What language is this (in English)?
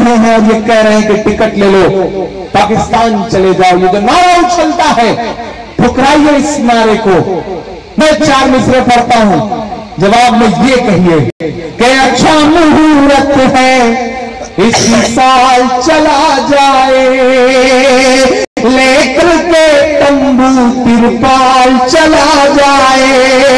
Hindi